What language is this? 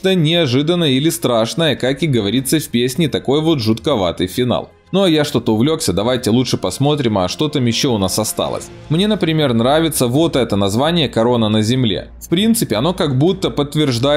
Russian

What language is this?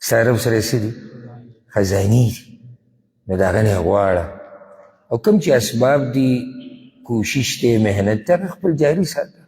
Pashto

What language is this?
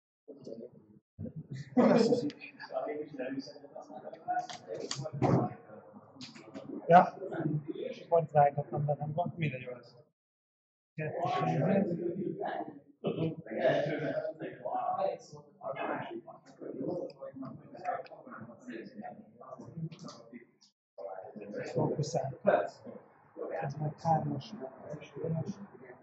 Hungarian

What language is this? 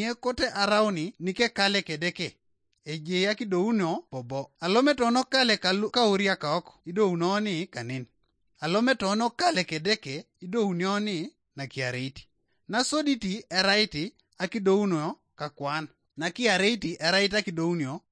Teso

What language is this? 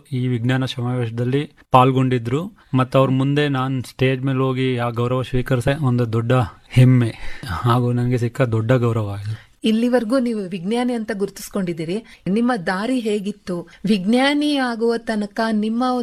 Kannada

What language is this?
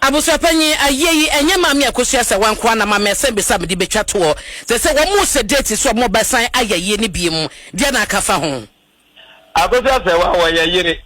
Akan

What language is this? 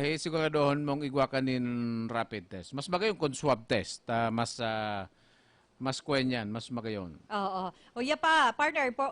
Bikol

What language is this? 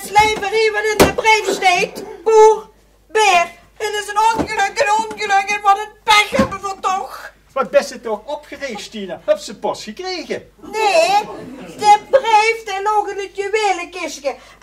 Limburgish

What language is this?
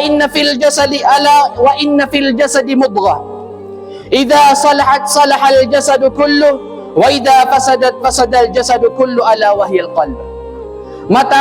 Maranao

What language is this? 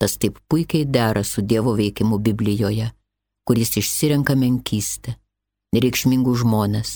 Lithuanian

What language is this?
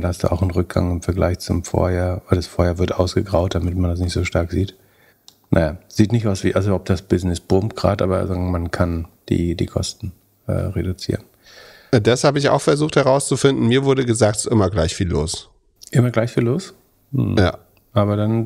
German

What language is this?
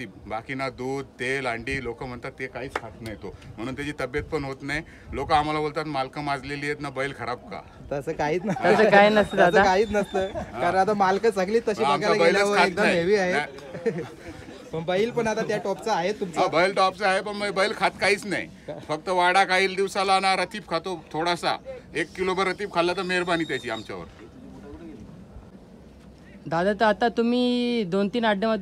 Marathi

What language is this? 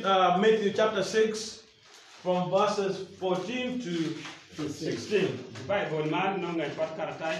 Acoli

